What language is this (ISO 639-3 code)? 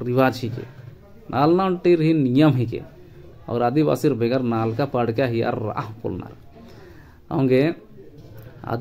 kru